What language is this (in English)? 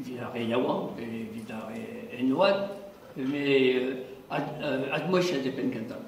Breton